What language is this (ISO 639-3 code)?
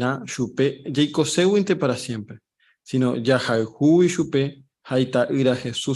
grn